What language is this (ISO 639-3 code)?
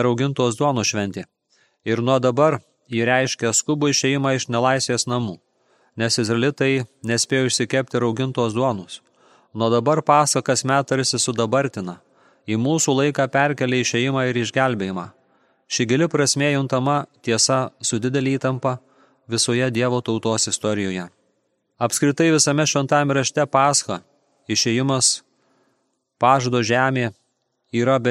lit